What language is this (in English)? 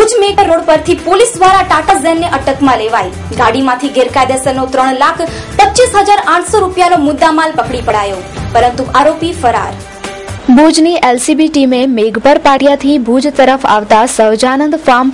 Gujarati